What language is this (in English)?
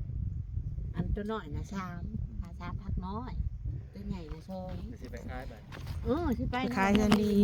Northeastern Thai